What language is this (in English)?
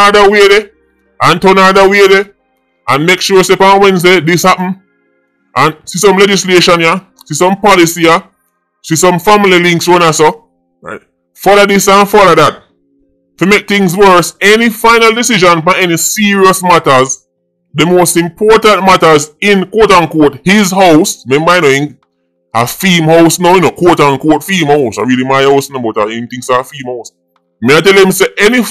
Jamaican Creole English